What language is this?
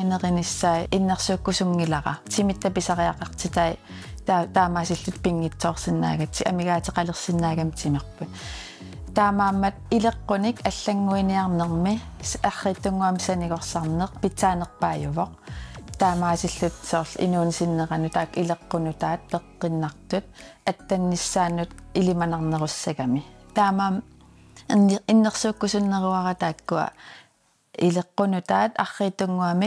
Kalaallisut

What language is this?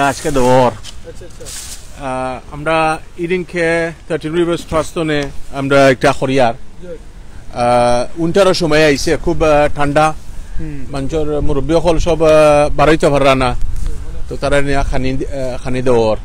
Sylheti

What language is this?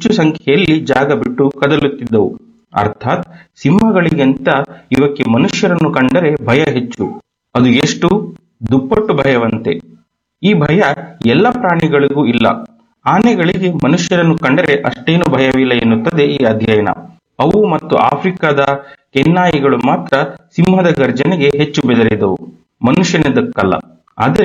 Kannada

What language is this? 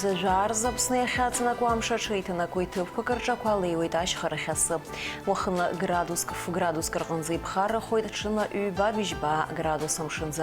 Abkhazian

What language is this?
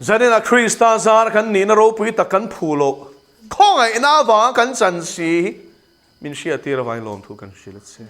Mizo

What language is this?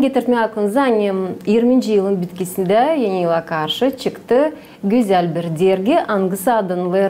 Gagauz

